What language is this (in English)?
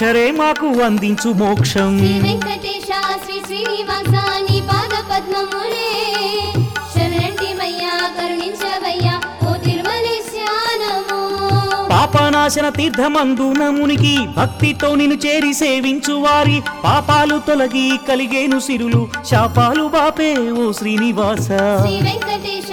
Telugu